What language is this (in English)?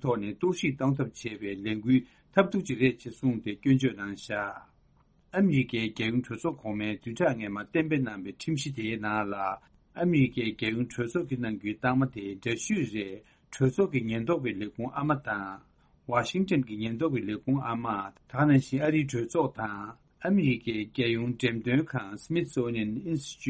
Tibetan